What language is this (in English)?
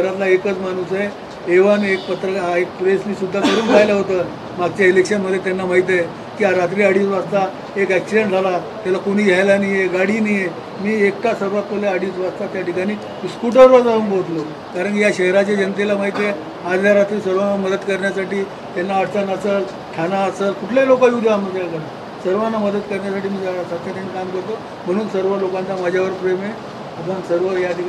Marathi